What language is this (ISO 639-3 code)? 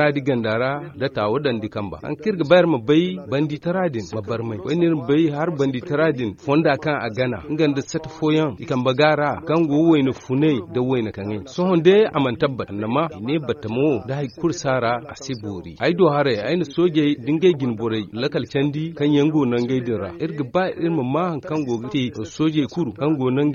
dje